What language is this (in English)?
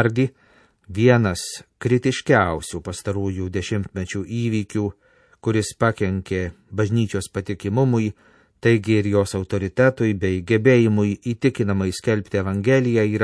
Lithuanian